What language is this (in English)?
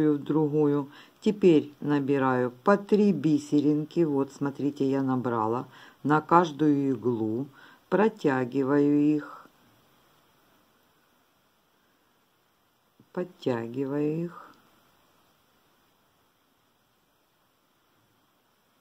Russian